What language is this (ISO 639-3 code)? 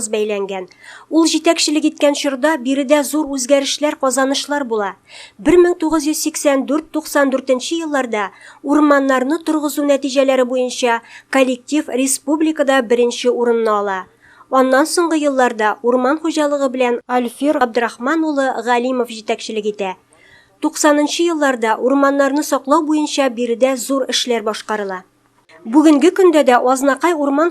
tat